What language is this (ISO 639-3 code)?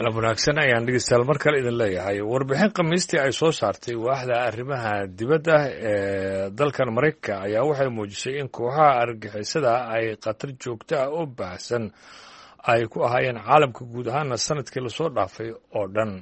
som